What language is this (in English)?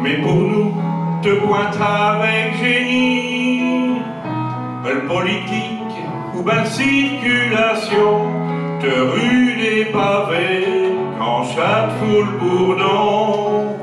Picard